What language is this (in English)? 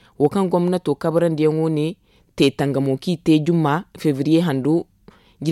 Zarma